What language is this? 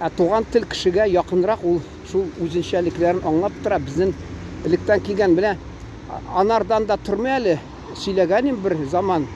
Tatar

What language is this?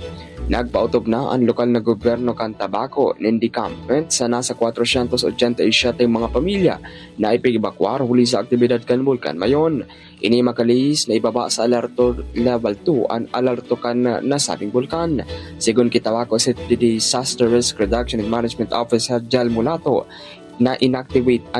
Bikol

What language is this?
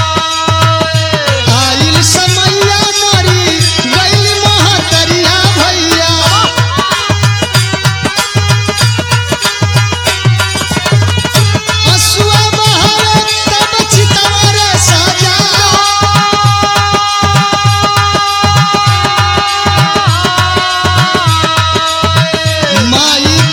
Bhojpuri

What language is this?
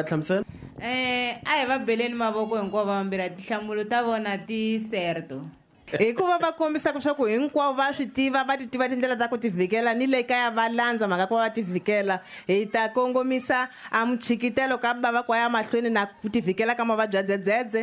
Tsonga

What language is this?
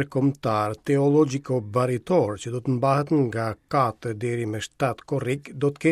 Albanian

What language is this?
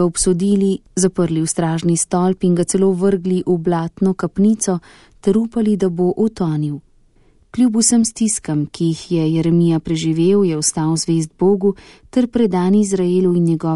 Slovenian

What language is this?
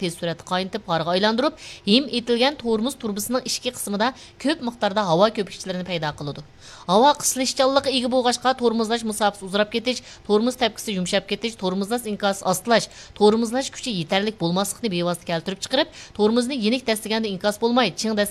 Uyghur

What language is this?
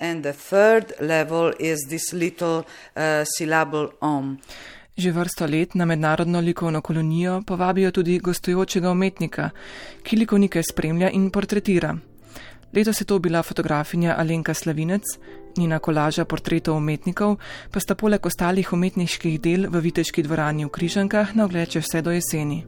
Slovenian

